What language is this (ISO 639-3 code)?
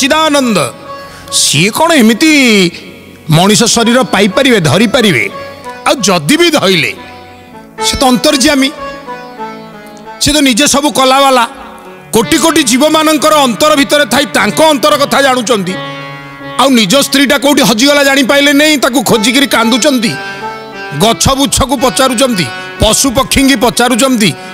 ori